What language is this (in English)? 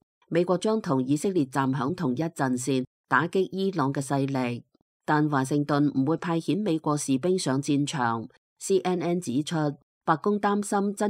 Cantonese